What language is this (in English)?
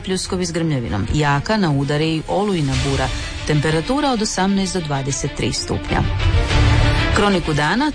Croatian